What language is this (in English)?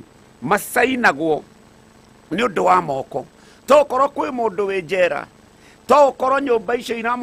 Kikuyu